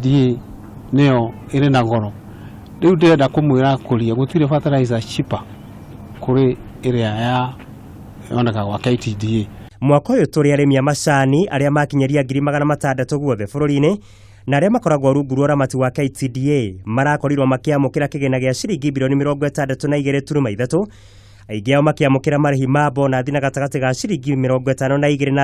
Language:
Kikuyu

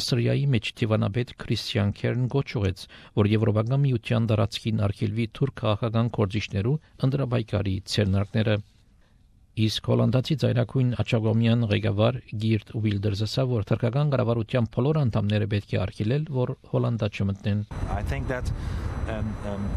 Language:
Armenian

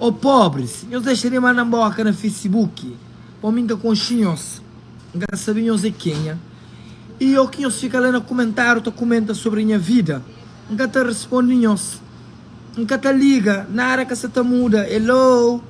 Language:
Kabuverdianu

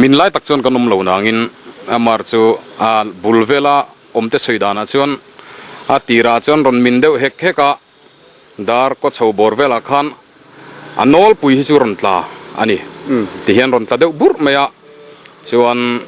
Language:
Mizo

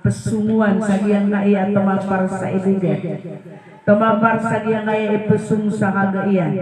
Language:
Maranao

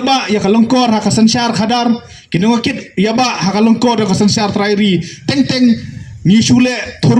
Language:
Khasi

